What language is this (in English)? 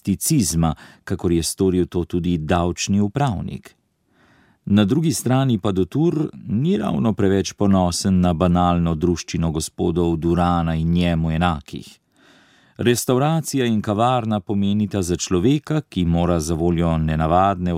Slovenian